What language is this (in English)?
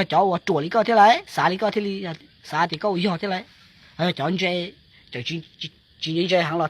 Hmong